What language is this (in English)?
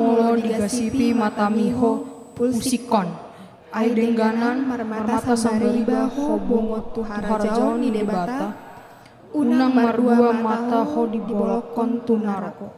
Batak Toba